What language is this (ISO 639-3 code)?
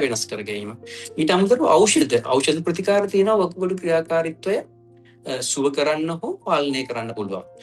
sin